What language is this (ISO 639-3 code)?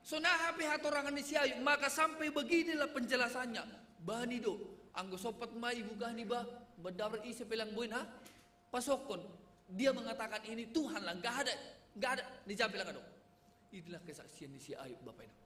bts